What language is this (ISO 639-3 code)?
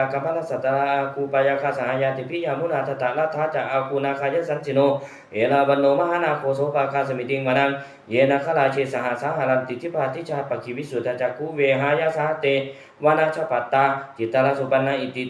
pli